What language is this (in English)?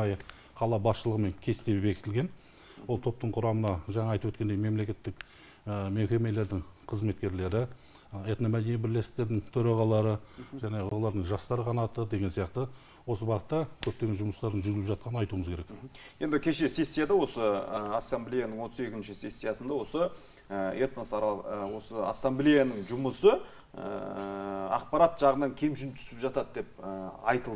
Kazakh